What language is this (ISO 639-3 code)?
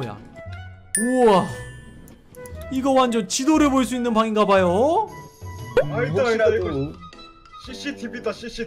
kor